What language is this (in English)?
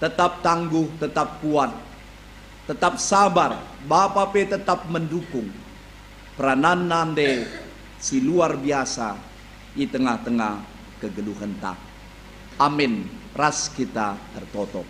Batak Karo